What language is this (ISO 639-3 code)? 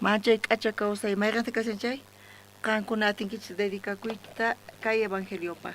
quh